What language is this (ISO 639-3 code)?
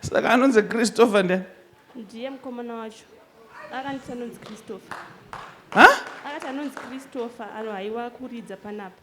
sna